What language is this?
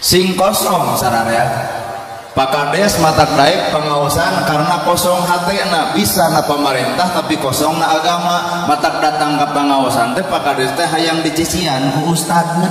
Sundanese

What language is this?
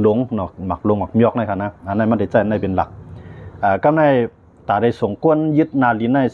Shan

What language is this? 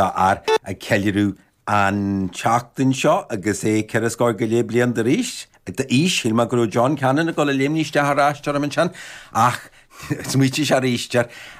Irish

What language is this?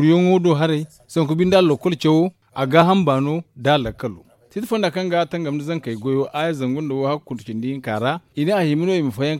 Zarma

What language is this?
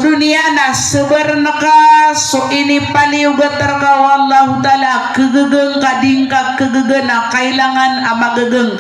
Maranao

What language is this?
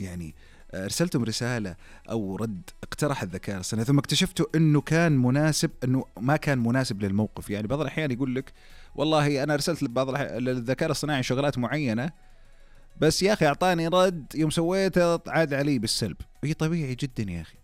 Najdi Arabic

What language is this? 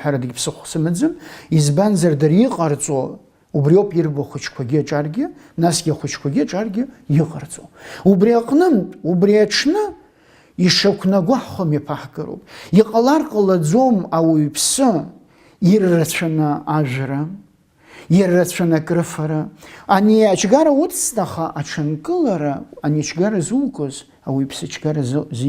Abkhazian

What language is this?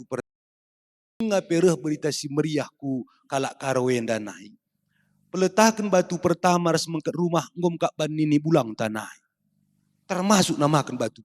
Batak Karo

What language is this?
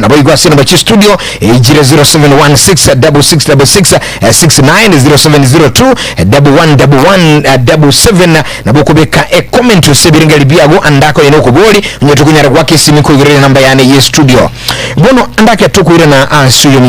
Gusii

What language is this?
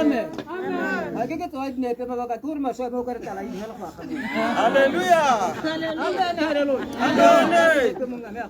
Tswana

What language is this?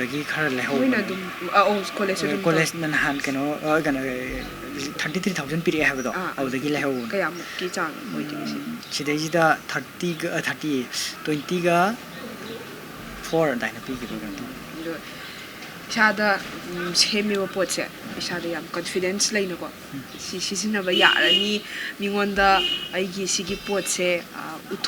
Manipuri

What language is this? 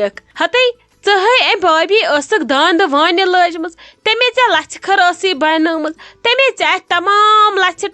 Kashmiri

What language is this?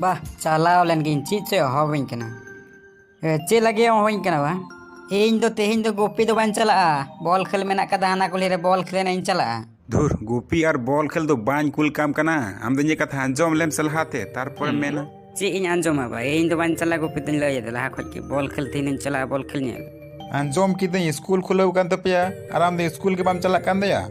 Santali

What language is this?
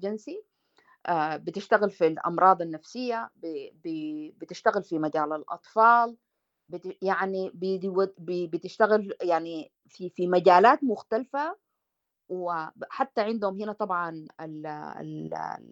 Sudanese Arabic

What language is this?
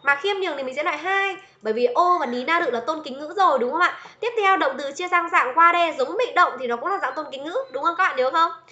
Vietnamese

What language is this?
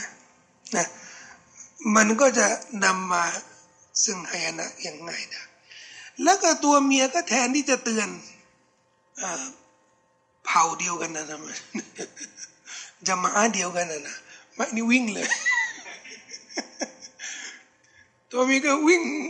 Thai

